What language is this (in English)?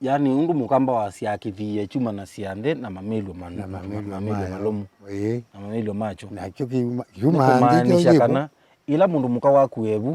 Kamba